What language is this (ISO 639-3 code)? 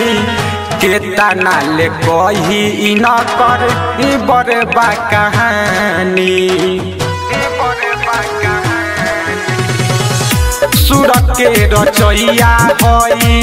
bho